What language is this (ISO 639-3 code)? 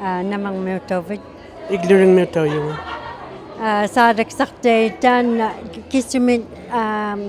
iku